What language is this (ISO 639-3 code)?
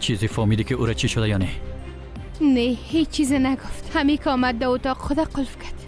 fas